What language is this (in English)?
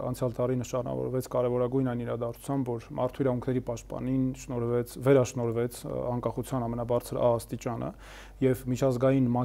Armenian